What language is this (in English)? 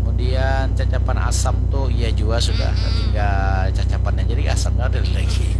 Banjar